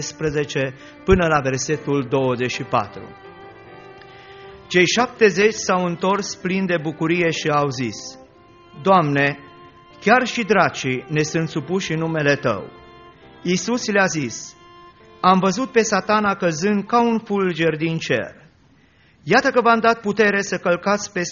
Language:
Romanian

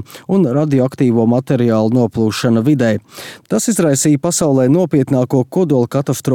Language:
Latvian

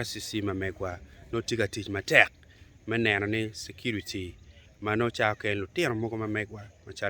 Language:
Acoli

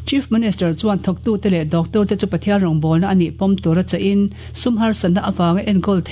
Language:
Mizo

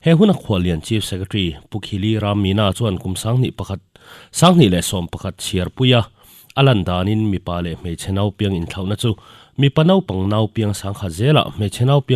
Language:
Mizo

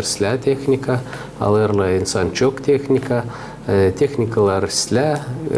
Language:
Gagauz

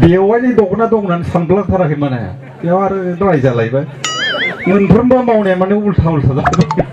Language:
Bodo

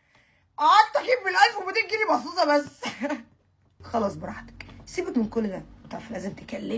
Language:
Egyptian Arabic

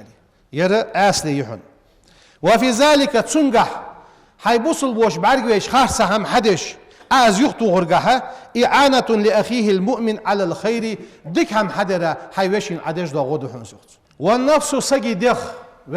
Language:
Ingush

